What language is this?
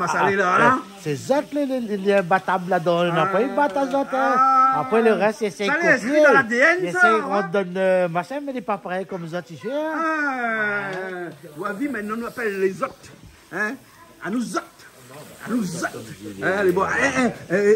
Réunion Creole French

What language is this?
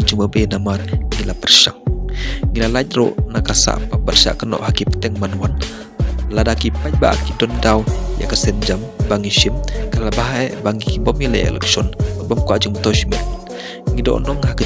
Khasi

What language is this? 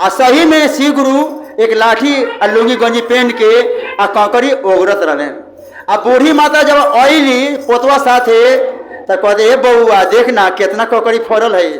Magahi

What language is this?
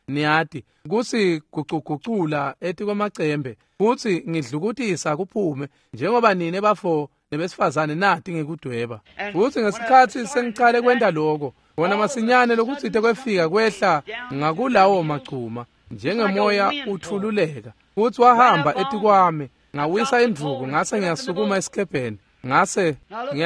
Swati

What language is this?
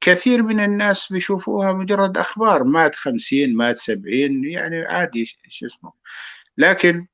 North Levantine Arabic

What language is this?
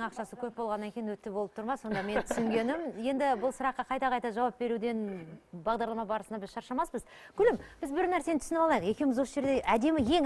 Kazakh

